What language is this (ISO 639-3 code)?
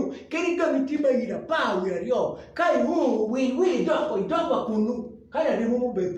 ach